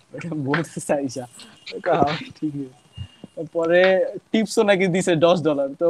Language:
Bangla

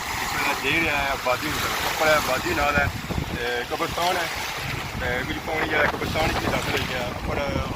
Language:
Pahari-Potwari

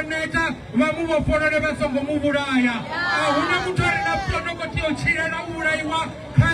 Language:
Venda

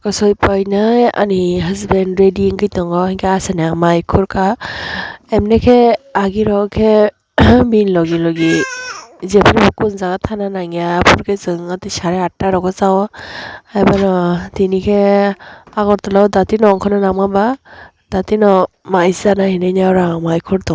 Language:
Kok Borok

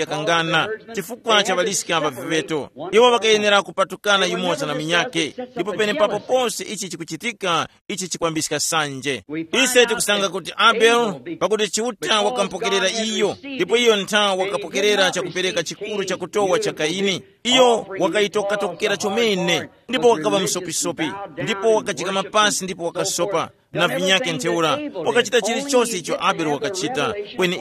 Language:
Tumbuka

